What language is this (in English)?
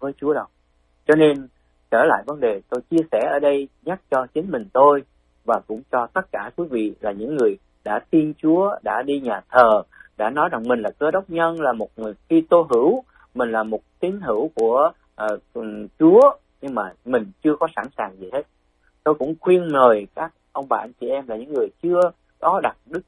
Vietnamese